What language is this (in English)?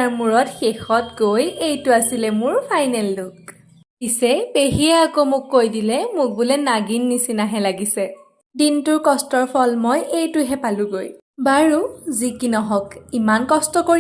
Assamese